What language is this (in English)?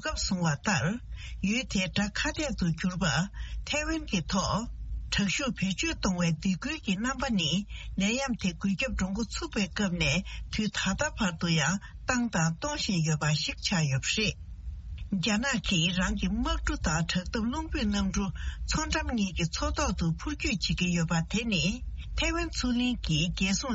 Tibetan